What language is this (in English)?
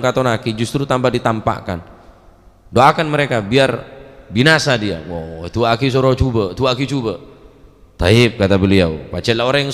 Madurese